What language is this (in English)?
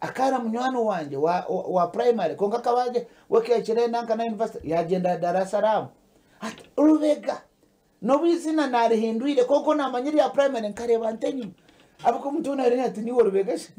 Nyankole